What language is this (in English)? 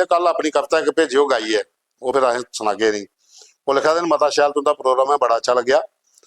Dogri